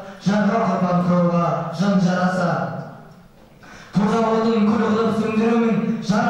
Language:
Kazakh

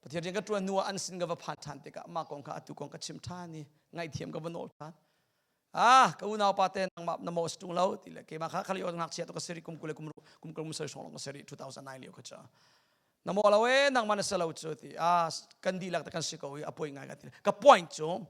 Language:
Hakha Chin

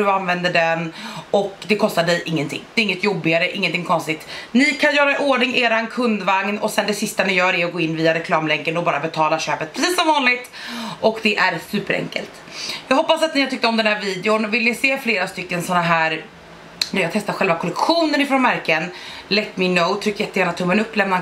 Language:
Swedish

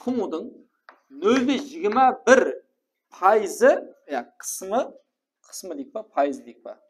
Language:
Kara-Kalpak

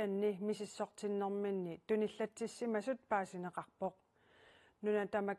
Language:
Kalaallisut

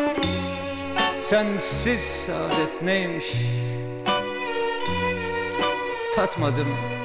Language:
Turkish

